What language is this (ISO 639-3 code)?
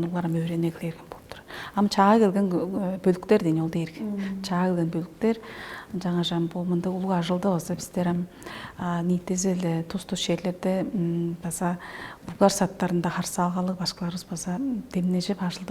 tyv